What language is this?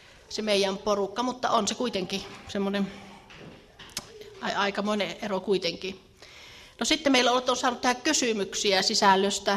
Finnish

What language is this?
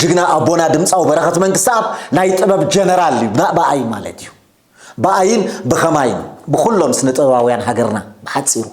Tigrinya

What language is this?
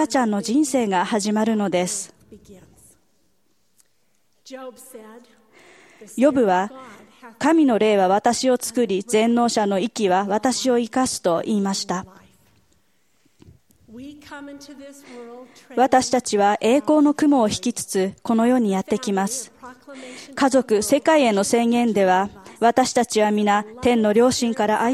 Japanese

